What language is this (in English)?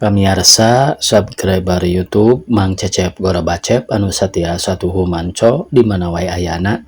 Sundanese